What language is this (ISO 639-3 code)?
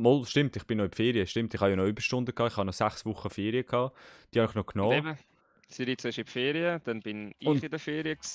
gsw